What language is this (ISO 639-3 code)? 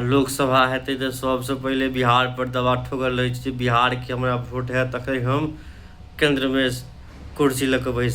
mai